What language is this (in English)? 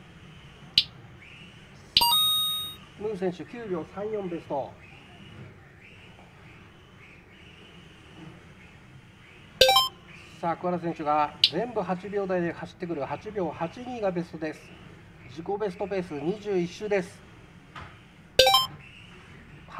Japanese